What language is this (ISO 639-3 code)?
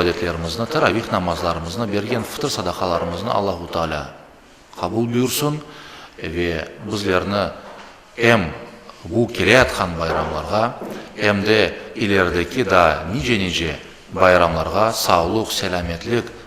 crh